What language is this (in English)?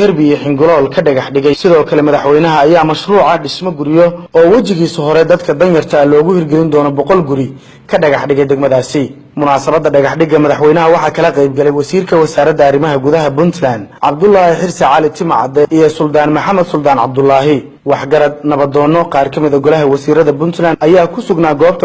Somali